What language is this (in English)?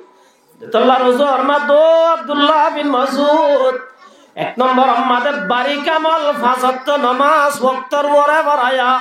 Rohingya